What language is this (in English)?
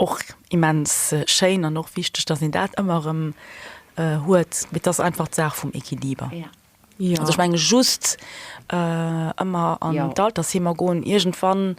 Luxembourgish